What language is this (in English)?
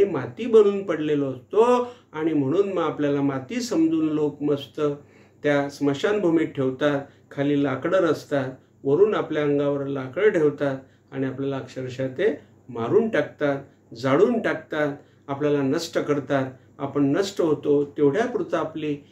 Marathi